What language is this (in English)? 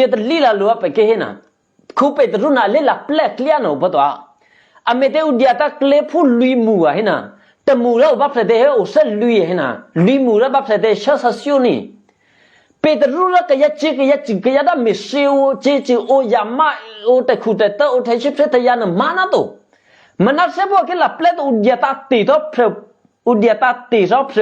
Eastern Kayah